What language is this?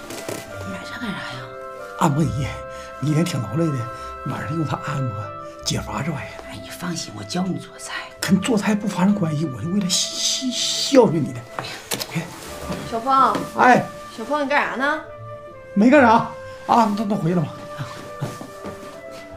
Chinese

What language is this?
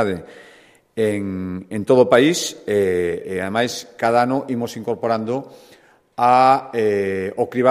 Galician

